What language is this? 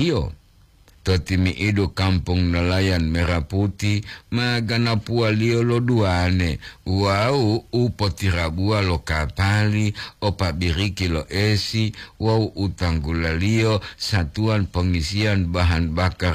Gorontalo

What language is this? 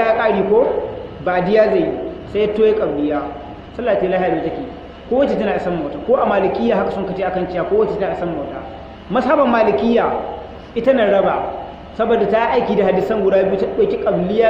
Hausa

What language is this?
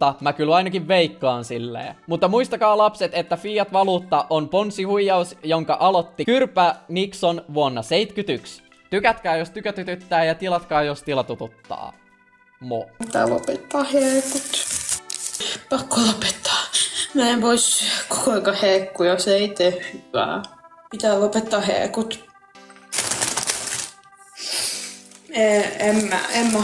Finnish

